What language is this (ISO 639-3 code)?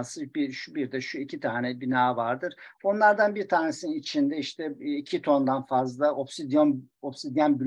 tur